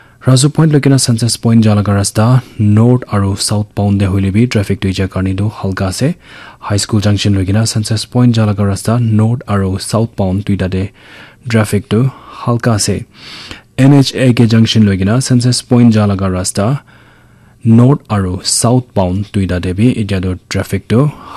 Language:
Naga Pidgin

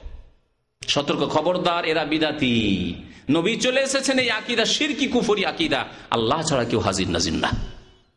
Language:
Bangla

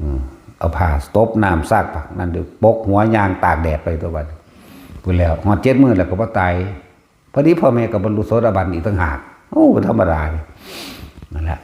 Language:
Northeastern Thai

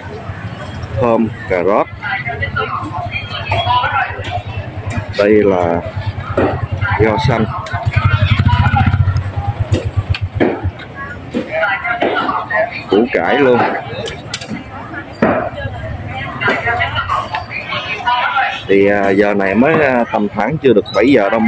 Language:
Vietnamese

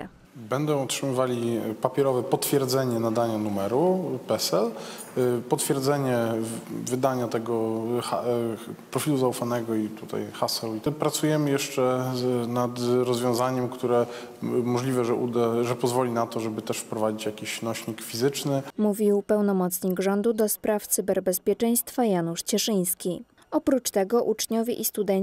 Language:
Polish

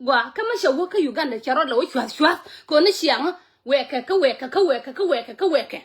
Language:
Nuer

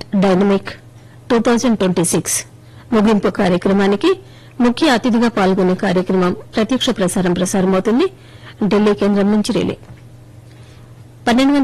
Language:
Telugu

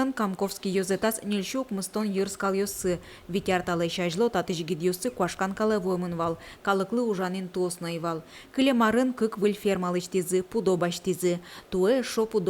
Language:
Udmurt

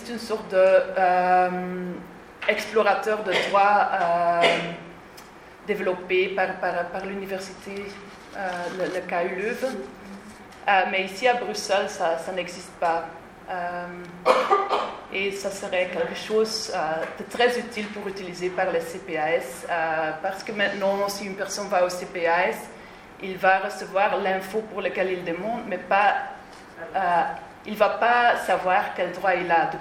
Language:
French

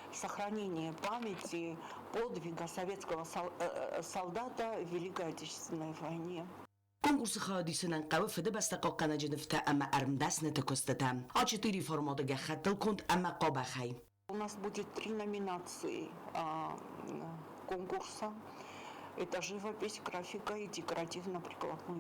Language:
Ossetic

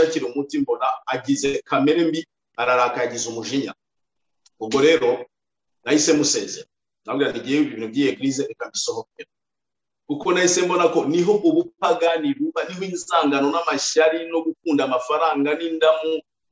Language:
Kinyarwanda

